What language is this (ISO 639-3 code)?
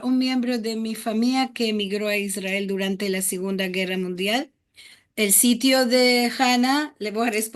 lad